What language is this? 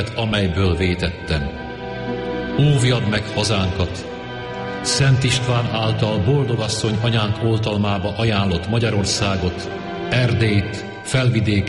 Hungarian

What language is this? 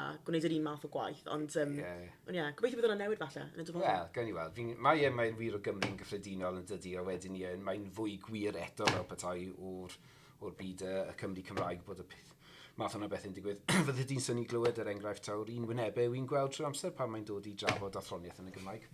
Welsh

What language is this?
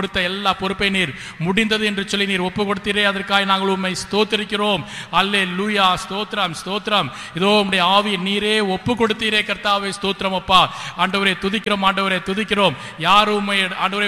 Tamil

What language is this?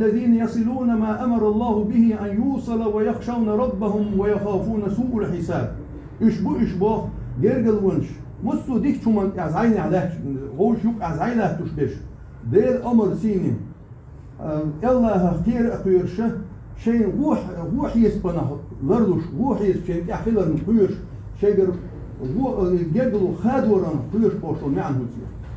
Chechen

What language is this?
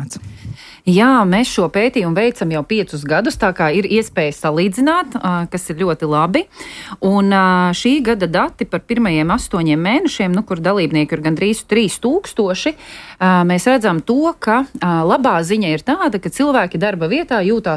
Latvian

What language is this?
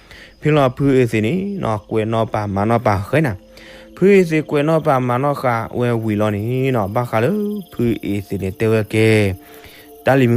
S'gaw Karen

